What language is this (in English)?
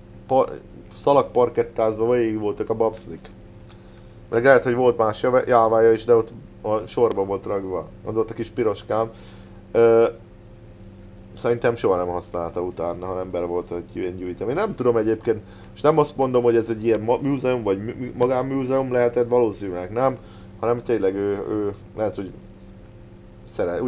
Hungarian